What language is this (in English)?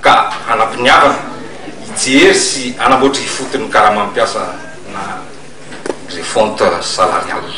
Malagasy